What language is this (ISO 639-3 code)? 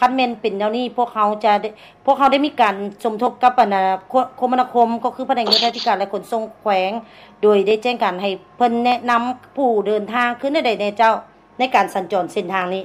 lao